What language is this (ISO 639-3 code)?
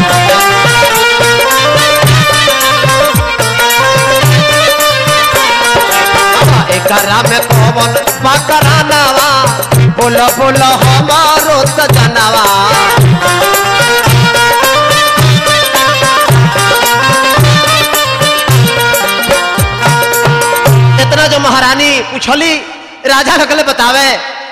bho